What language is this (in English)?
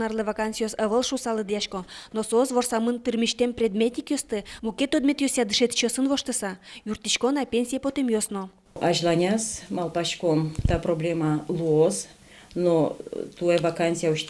Udmurt